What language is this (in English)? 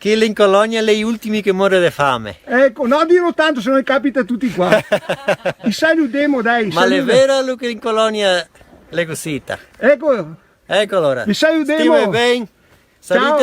Venetian